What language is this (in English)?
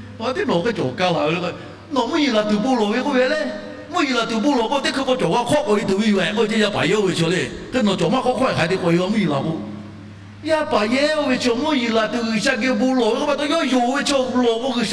Lahu